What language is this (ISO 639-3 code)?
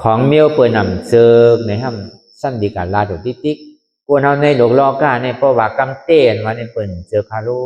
shn